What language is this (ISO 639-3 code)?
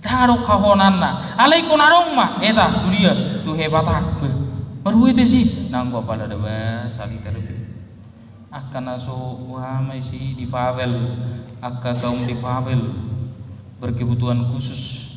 bbc